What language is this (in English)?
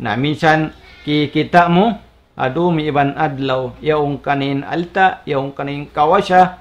Tausug